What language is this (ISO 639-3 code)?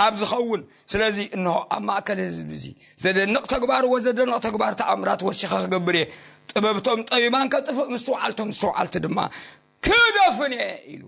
tir